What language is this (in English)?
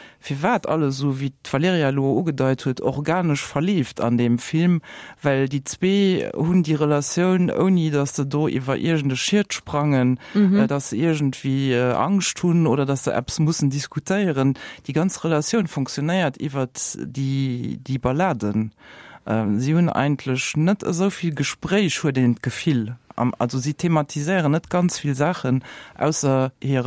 Luxembourgish